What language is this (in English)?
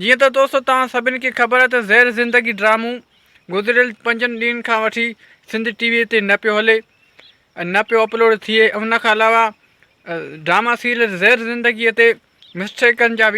Sindhi